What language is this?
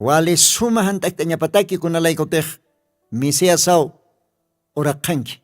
Aymara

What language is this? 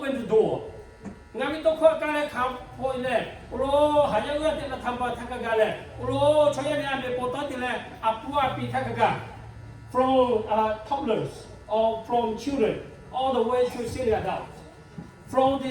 Lahu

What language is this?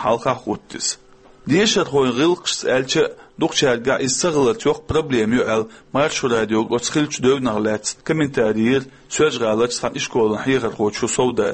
Chechen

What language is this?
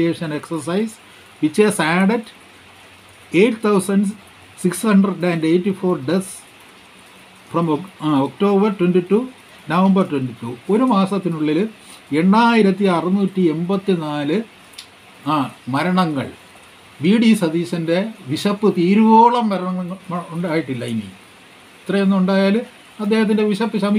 Malayalam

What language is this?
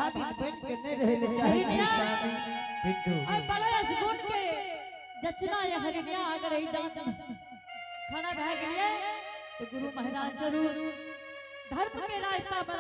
Angika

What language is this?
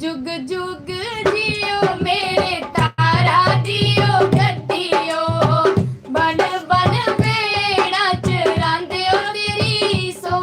Dogri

